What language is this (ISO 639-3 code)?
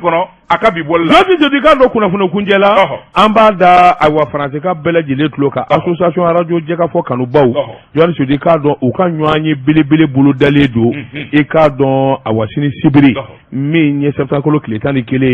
bam